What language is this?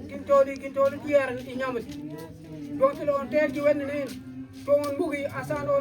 Mabaan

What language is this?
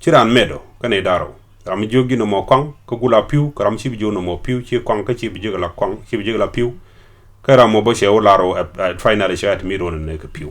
Nuer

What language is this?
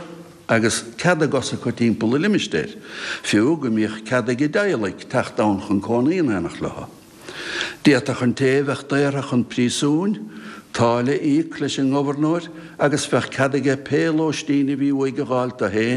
Irish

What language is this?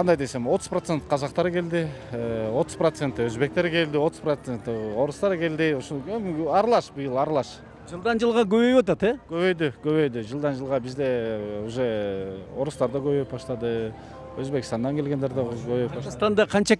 Kyrgyz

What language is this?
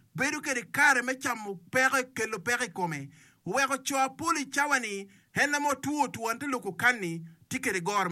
Acoli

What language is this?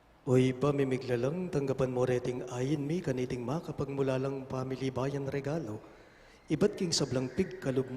Pampanga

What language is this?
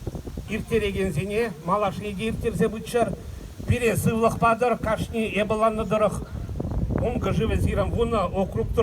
Chuvash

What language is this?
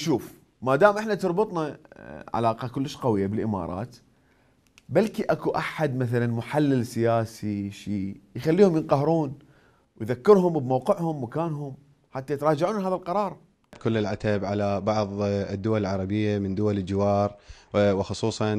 Mesopotamian Arabic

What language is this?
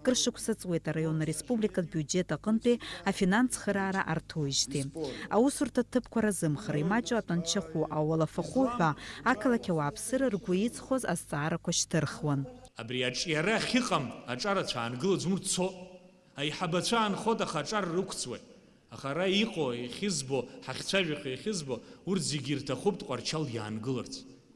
Abkhazian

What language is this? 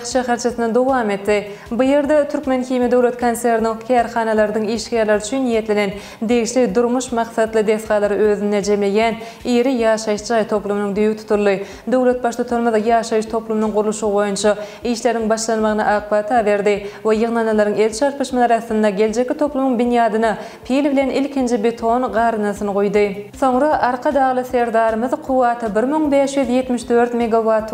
Turkmen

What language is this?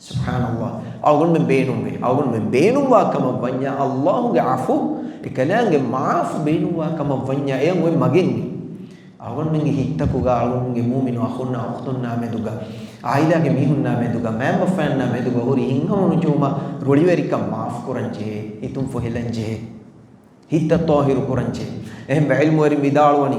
Divehi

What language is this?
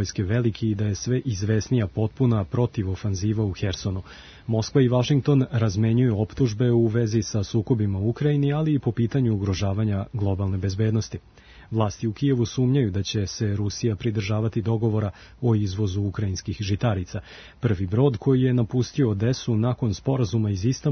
Serbian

